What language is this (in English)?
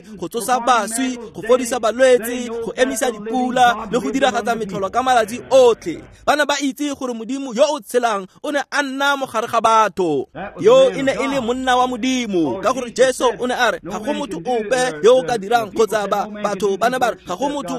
Tswana